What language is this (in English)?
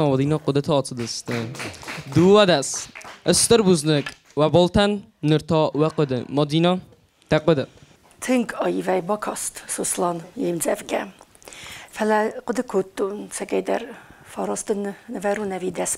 Ossetic